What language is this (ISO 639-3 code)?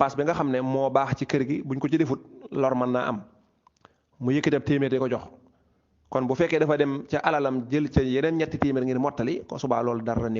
wol